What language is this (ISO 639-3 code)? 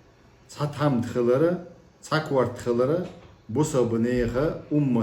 che